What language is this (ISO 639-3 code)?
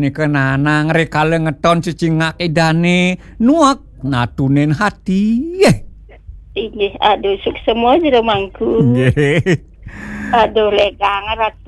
ban